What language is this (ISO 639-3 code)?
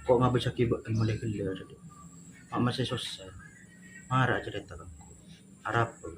mad